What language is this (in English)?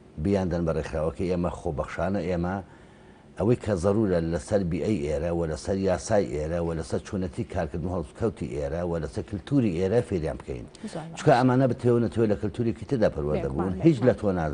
Central Kurdish